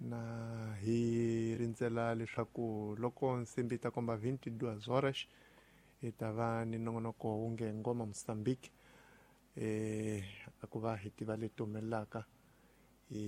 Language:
Tsonga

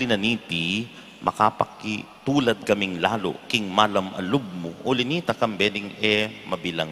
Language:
Pampanga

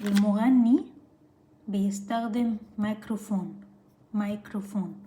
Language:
Egyptian Arabic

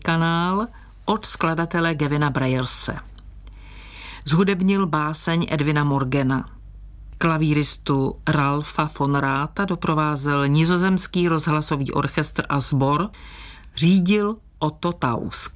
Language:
Czech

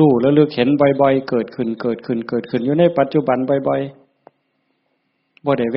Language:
Northeastern Thai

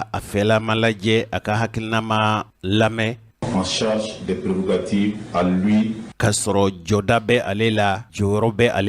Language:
Bambara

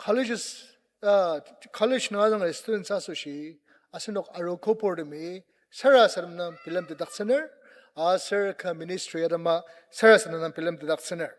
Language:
Ao Naga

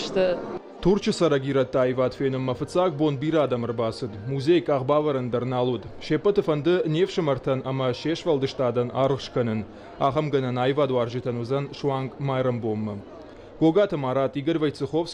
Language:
Ossetic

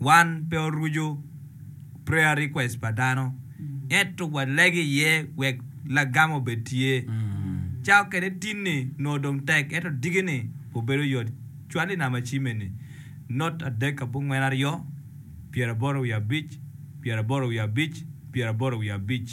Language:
Acoli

